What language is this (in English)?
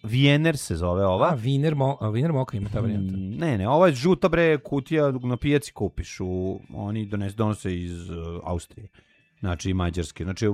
Serbian